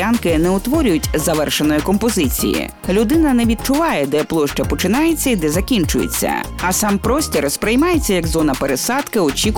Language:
Ukrainian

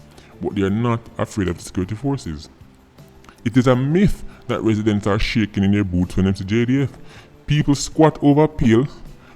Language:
Jamaican Creole English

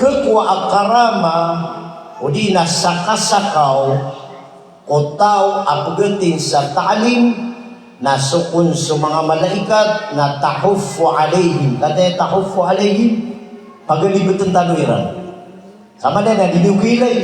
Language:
Maranao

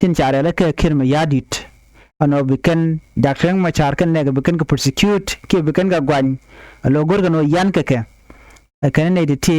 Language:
Nuer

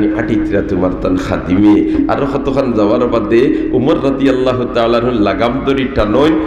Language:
Sylheti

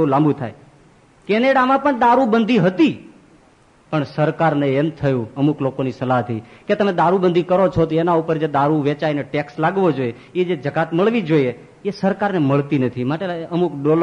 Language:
Gujarati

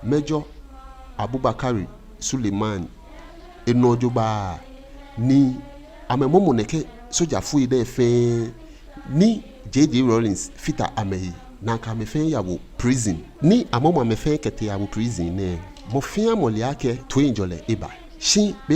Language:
Ga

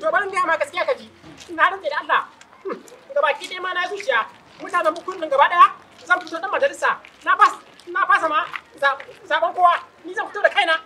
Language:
Hausa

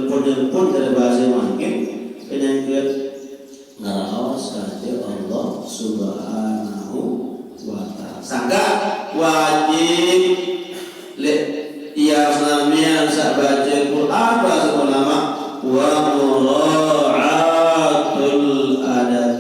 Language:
Sasak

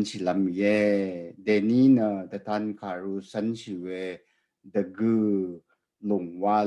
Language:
Rawang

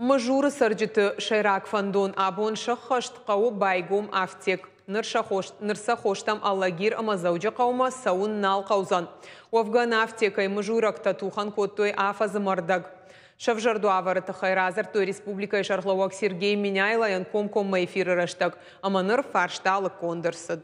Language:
Ossetic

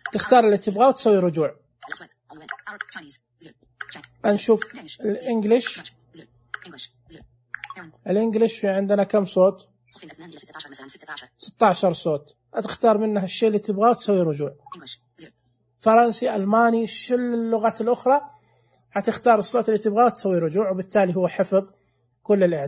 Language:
Najdi Arabic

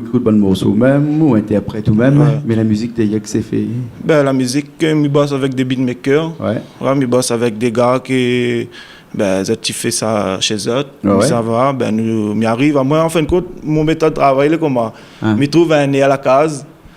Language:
Réunion Creole French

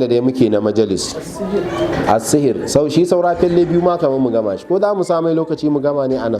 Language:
Hausa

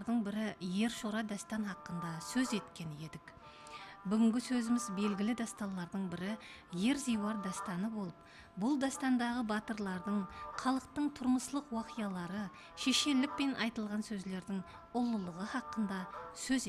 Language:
Kara-Kalpak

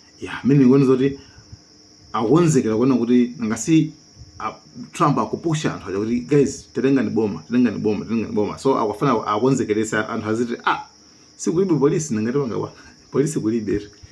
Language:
Nyanja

